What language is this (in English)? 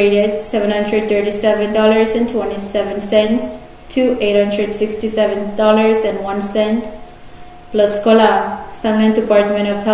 Pohnpeian